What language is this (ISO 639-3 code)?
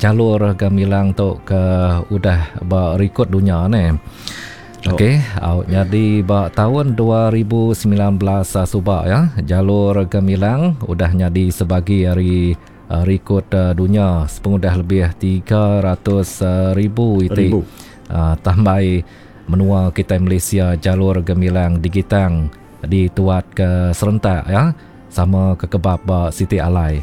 iba